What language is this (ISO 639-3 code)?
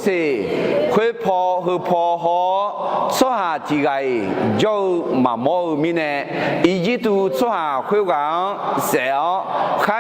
ahk